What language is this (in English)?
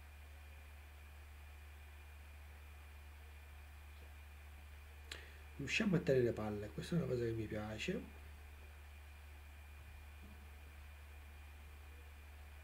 Italian